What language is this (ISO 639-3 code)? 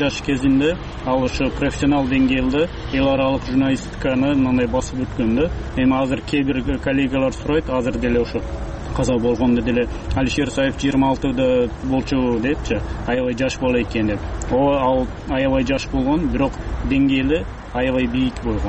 kir